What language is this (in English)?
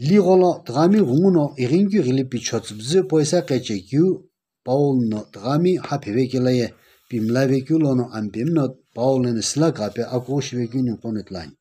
Sumi Naga